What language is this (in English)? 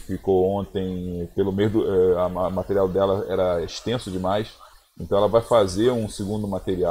Portuguese